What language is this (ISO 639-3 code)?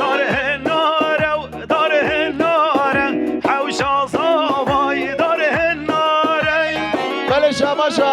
kur